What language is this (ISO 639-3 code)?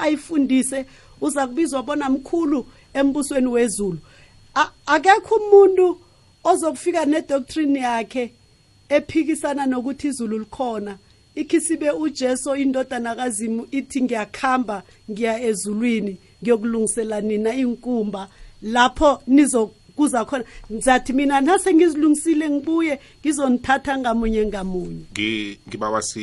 nbl